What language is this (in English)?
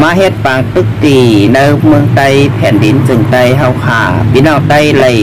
Shan